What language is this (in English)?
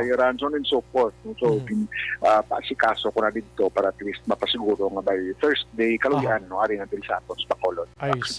Hiligaynon